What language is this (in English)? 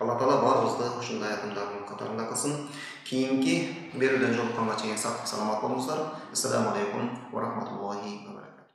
Kyrgyz